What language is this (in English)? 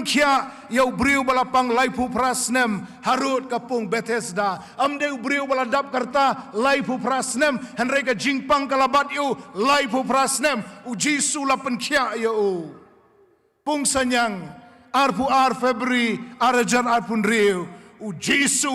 Khasi